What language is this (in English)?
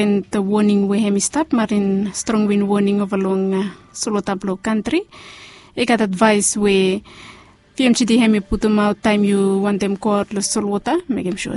Bislama